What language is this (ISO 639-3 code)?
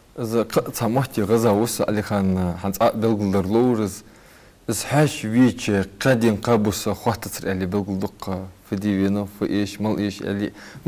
inh